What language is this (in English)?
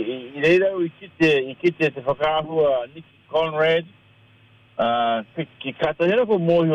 Māori